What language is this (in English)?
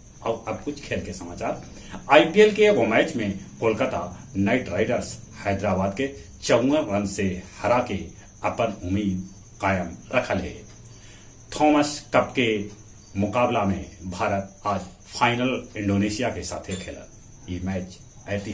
Magahi